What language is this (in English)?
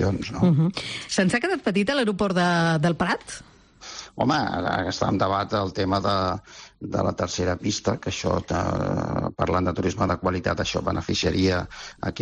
Catalan